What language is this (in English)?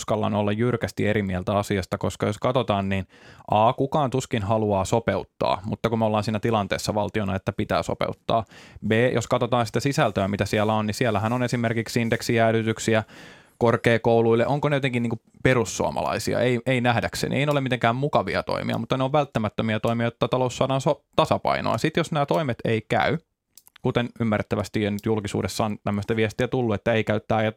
Finnish